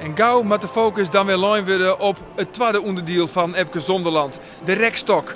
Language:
Western Frisian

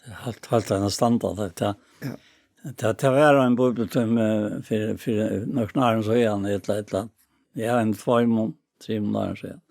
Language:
Faroese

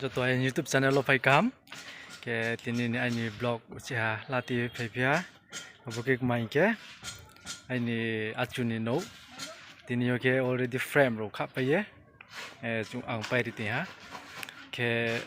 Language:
Riang (India)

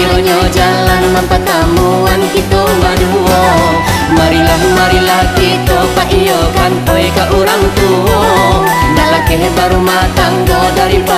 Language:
Minangkabau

